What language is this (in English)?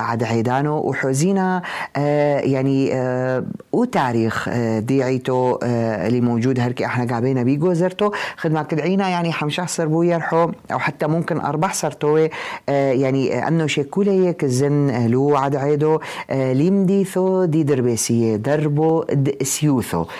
North Levantine Arabic